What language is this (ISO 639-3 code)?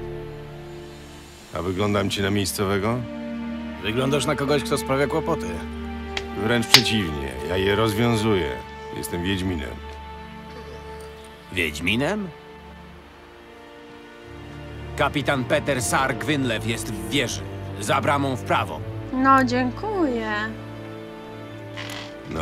pol